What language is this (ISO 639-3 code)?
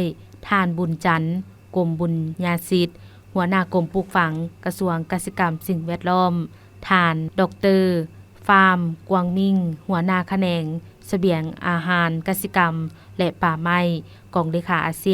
lao